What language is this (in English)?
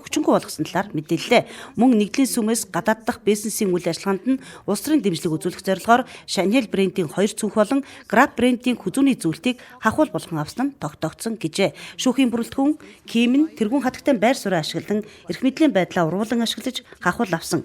Mongolian